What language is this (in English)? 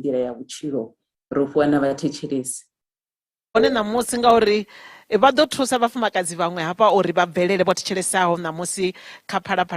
Venda